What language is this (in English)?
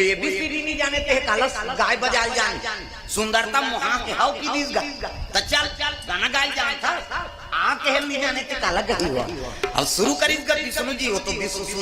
Chhattisgarhi